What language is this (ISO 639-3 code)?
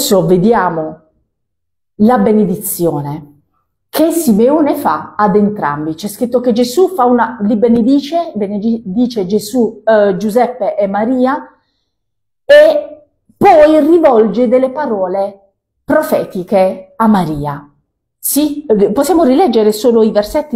ita